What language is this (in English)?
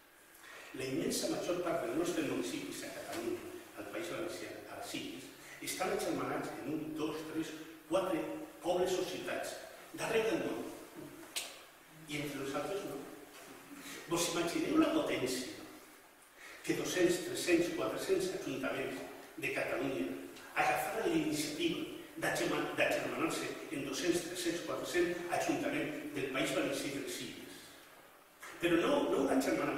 Catalan